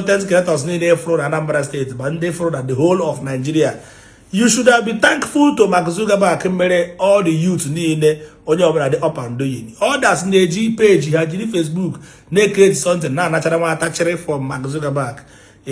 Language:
Igbo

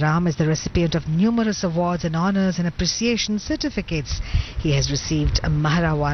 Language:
Hindi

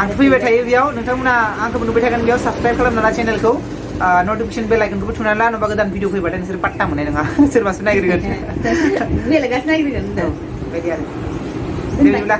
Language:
Bodo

